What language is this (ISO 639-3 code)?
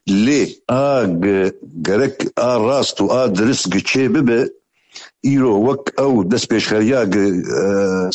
kur